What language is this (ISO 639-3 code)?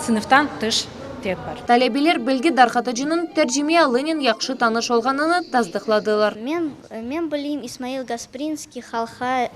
crh